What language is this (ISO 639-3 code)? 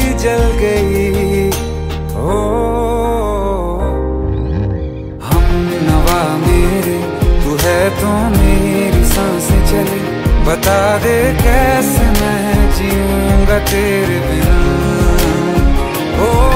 hin